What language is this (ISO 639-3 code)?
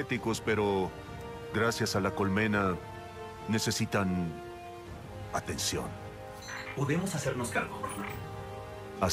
spa